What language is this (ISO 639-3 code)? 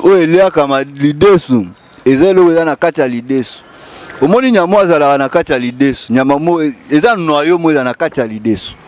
lin